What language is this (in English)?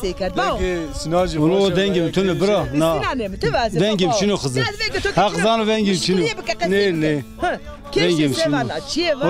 Zaza